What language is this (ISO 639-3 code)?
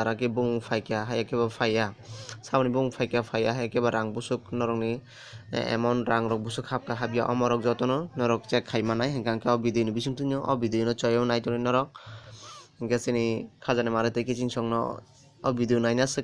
trp